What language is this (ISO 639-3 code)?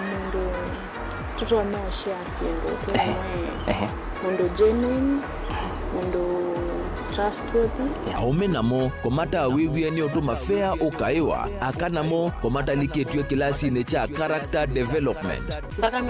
kam